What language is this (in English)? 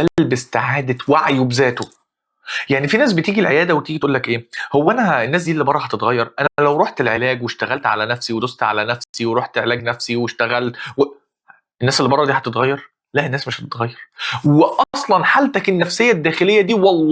Egyptian Arabic